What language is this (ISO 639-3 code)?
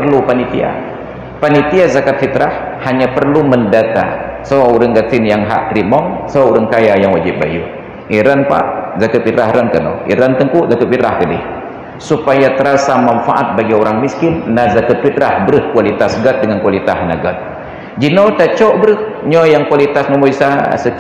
ace